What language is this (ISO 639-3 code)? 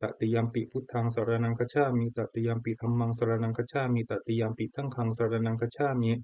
pli